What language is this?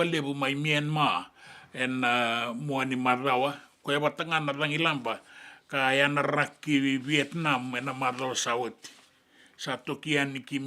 Fijian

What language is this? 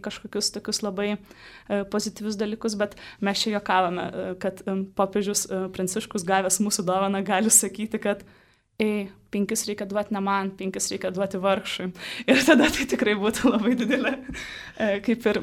Lithuanian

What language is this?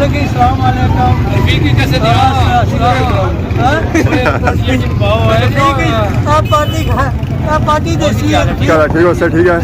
Pahari-Potwari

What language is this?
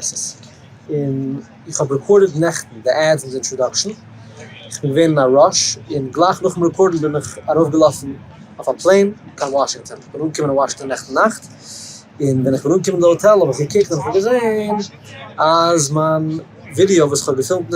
Yiddish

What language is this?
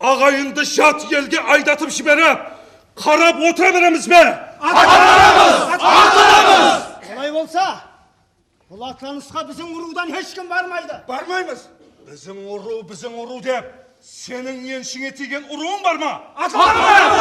Kara-Kalpak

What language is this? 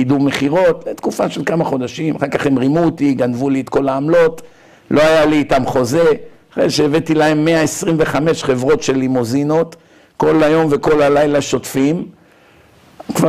Hebrew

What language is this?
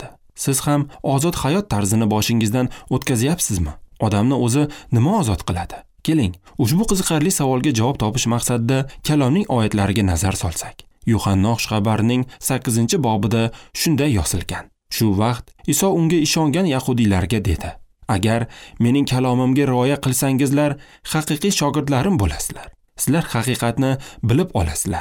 Uzbek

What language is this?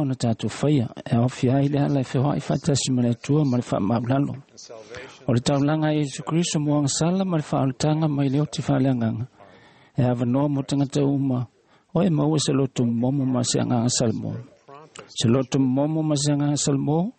Samoan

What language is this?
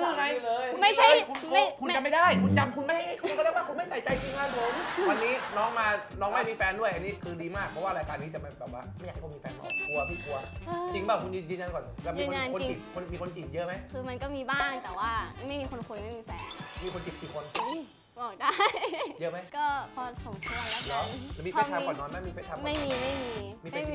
Thai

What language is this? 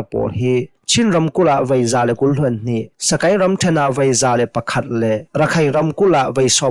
Hakha Chin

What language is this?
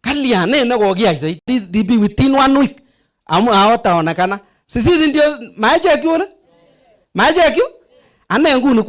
Swahili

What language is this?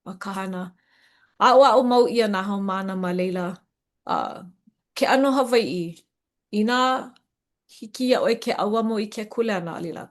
Hawaiian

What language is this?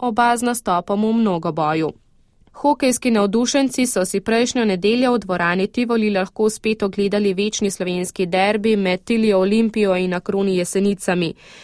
Slovenian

